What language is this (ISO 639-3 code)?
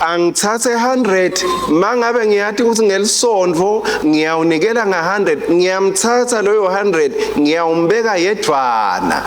ssw